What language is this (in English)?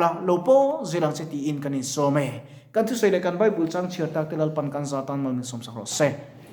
Mizo